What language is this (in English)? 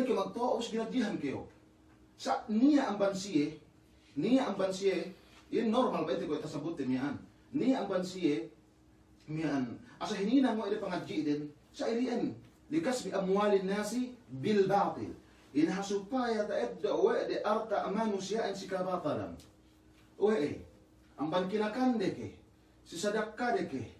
Yakan